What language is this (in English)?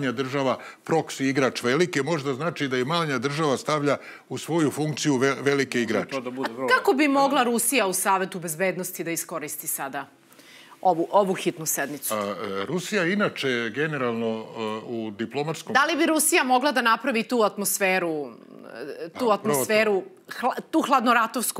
Serbian